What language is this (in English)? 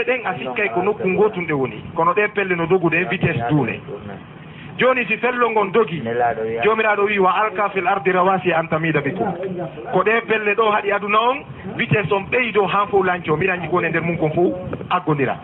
Fula